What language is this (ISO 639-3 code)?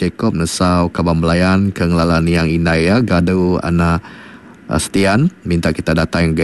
iba